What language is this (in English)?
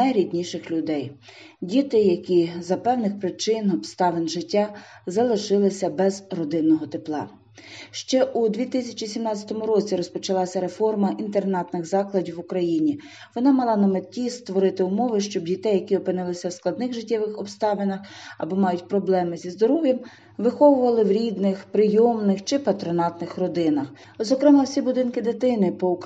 Ukrainian